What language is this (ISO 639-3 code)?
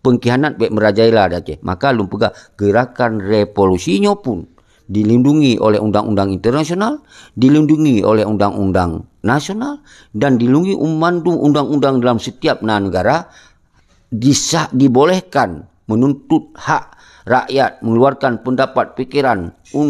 ace